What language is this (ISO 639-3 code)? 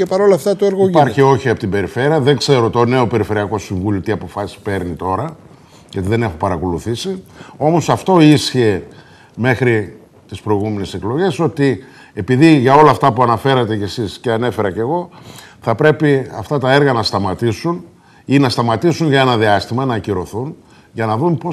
ell